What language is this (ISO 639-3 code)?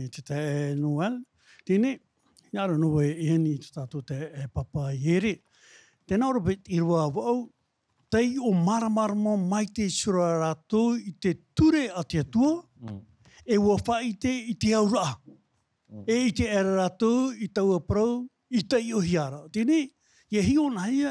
tah